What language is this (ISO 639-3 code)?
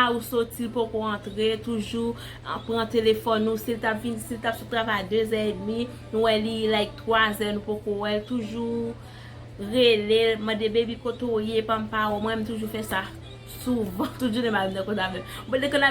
hat